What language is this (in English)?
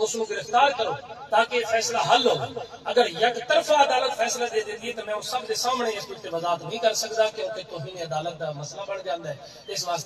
Saraiki